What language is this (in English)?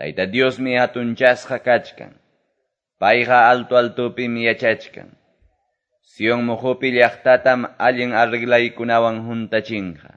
Quechua